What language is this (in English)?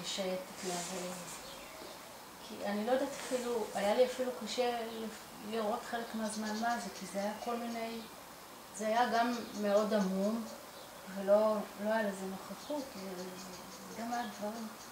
Hebrew